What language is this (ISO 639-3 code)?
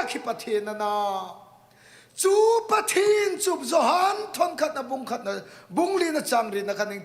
hmr